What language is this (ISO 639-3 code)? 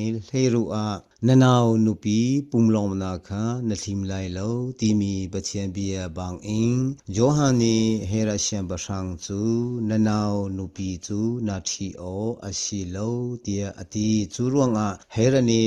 cnh